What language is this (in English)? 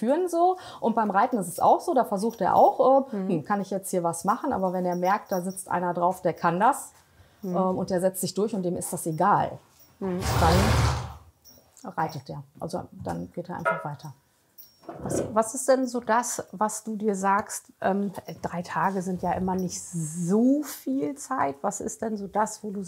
German